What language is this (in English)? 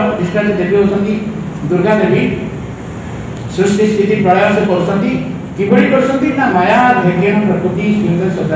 Odia